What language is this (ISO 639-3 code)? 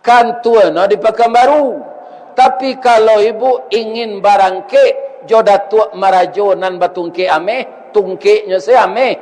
min